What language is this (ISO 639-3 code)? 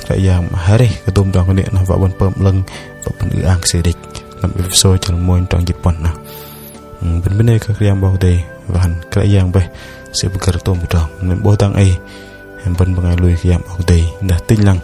bdq